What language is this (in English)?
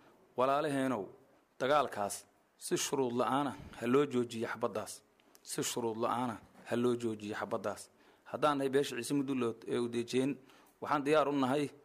Somali